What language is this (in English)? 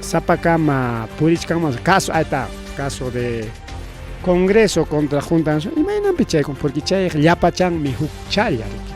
Ayacucho Quechua